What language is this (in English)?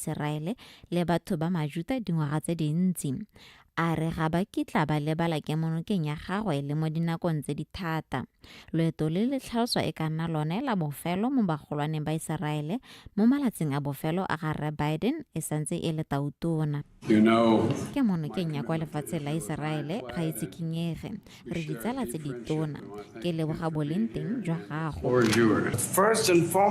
Tswana